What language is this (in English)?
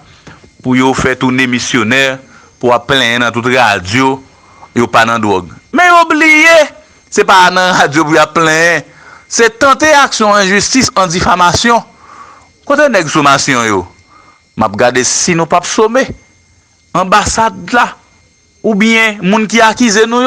Haitian Creole